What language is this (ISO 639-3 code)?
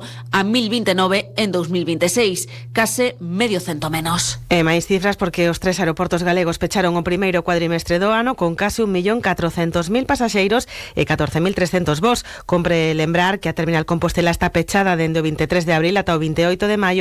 glg